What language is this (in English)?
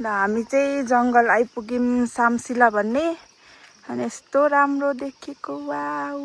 Nepali